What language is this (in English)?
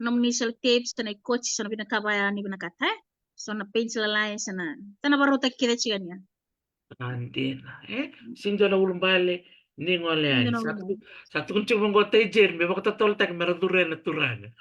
Fijian